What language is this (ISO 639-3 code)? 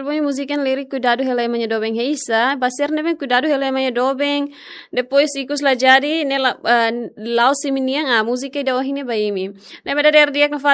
tet